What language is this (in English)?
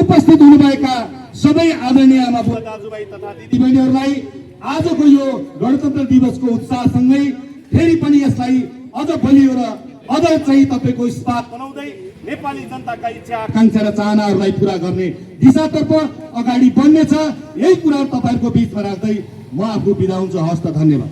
Nepali